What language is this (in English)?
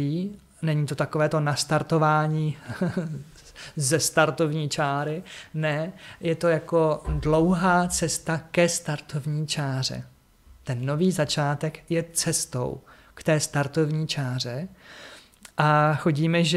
Czech